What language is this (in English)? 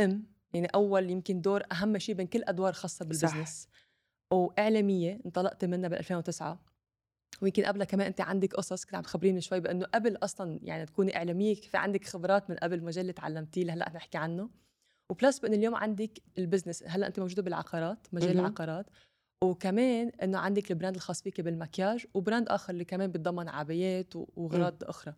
North Levantine Arabic